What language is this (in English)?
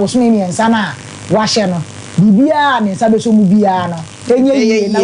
Akan